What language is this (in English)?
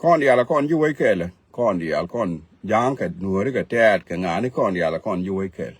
Nuer